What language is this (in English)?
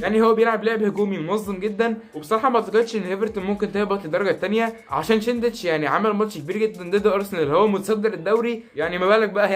Egyptian Arabic